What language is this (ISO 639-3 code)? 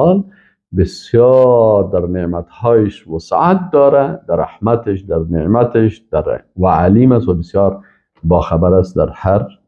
fas